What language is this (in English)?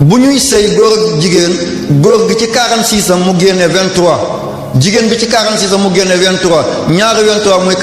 Wolof